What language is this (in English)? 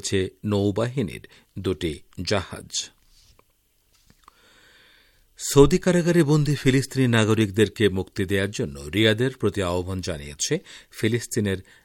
Bangla